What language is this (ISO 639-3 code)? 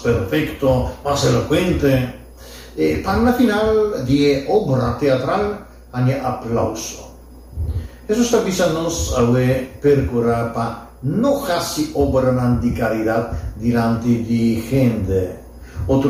pap